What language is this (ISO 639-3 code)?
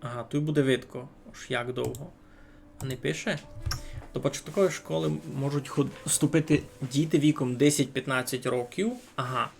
rue